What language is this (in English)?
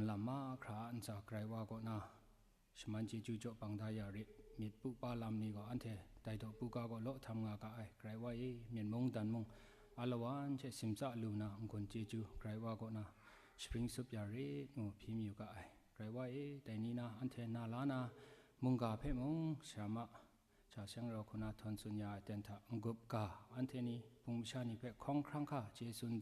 Kachin